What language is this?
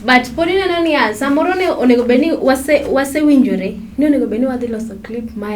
Luo (Kenya and Tanzania)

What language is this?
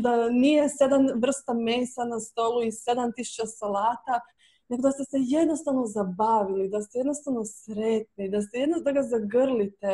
Croatian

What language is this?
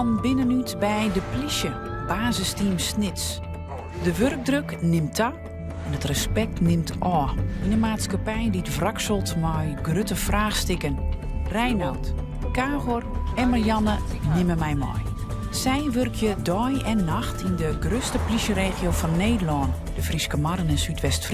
Western Frisian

